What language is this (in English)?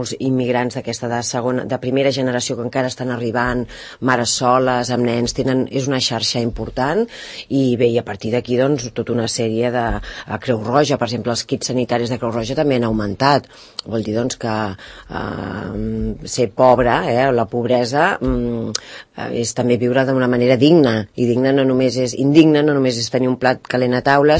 Catalan